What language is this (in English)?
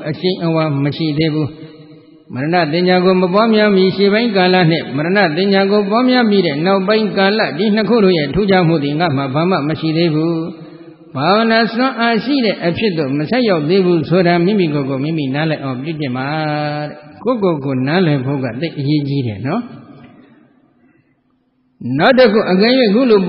Burmese